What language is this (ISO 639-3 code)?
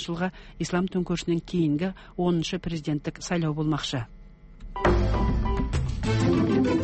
kaz